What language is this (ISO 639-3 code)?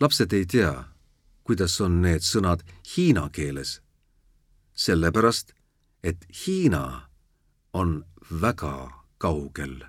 est